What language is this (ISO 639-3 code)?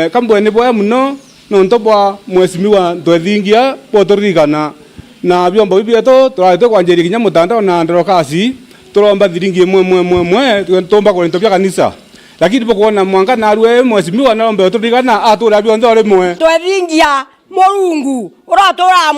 mer